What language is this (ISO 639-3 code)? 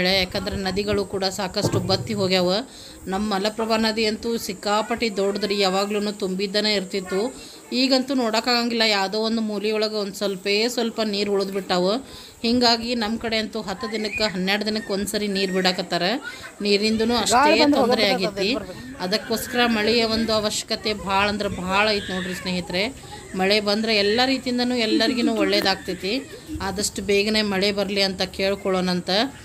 kan